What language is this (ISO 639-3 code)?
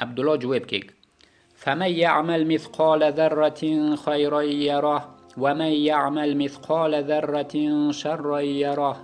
yah